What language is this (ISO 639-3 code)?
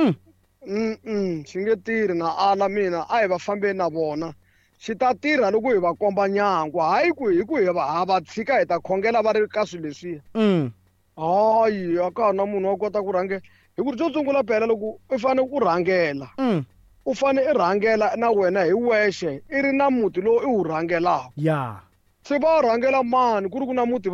tso